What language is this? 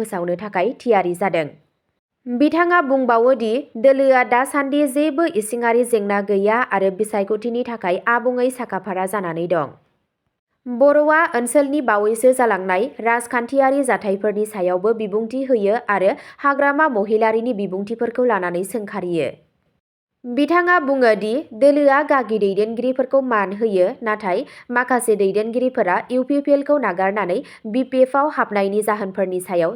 Bodo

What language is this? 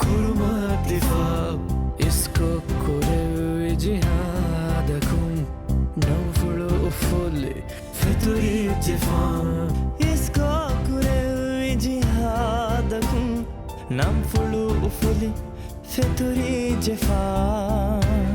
Divehi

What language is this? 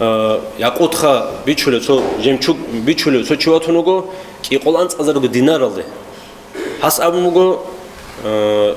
Avaric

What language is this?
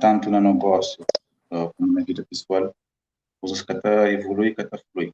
Kabuverdianu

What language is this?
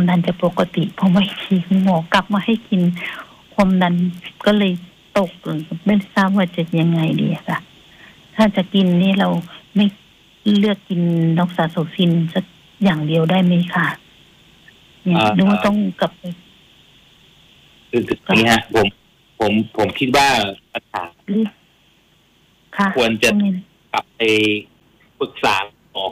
Thai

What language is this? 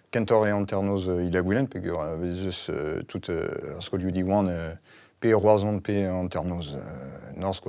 Breton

